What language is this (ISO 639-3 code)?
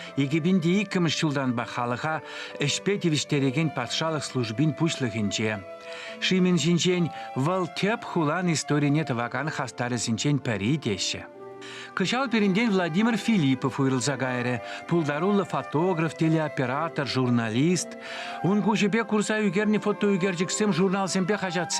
chv